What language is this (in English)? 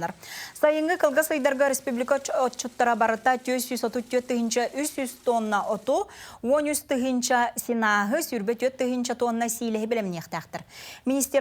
Yakut